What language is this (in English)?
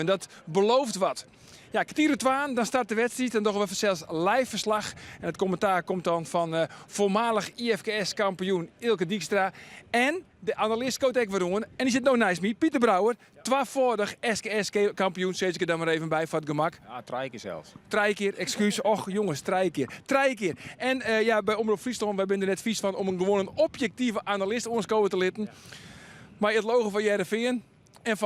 Western Frisian